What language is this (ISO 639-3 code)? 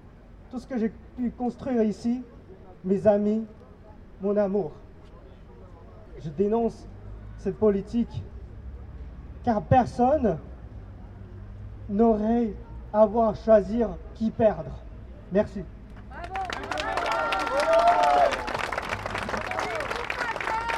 fra